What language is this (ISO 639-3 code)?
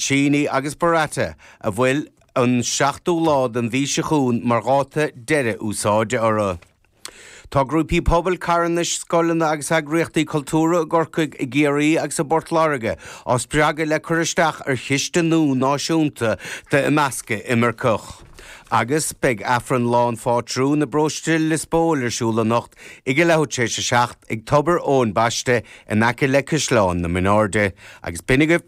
gle